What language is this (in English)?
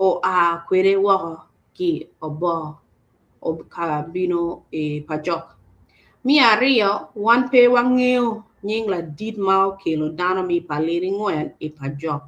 Acoli